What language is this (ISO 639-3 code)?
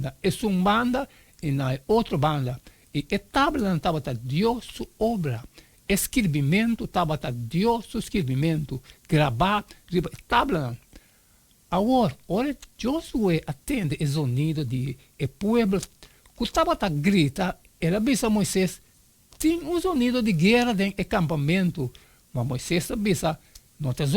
pap